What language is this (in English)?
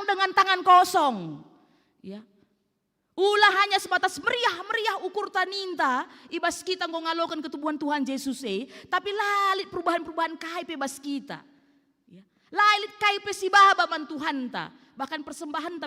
Batak Karo